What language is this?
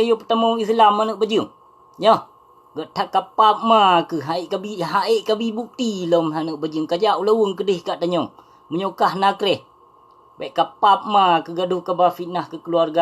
Achinese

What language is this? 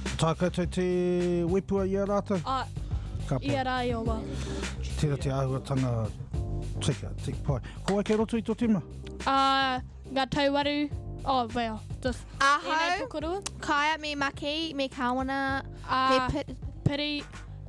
Māori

